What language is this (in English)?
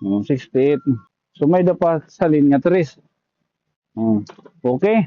Waray